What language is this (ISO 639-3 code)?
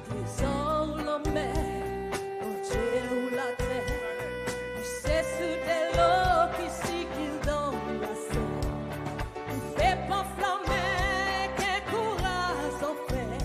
crs